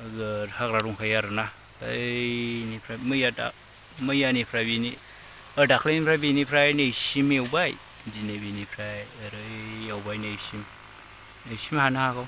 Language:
Bodo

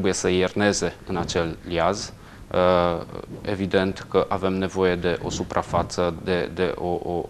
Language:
Romanian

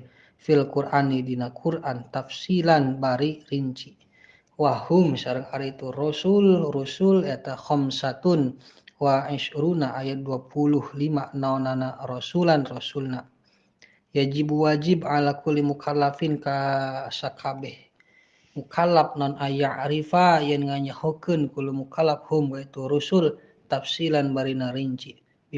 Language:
Sundanese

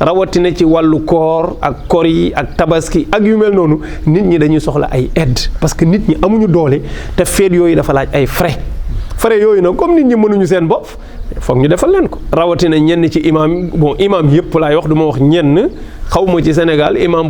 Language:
Wolof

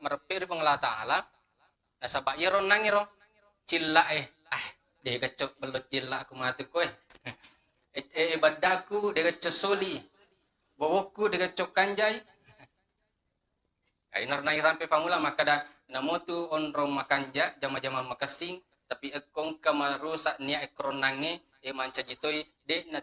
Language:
Buginese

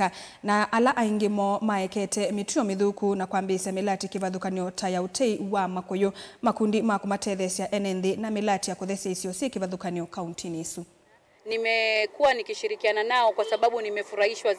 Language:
Kamba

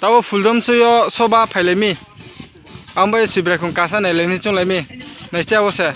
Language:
Riang (India)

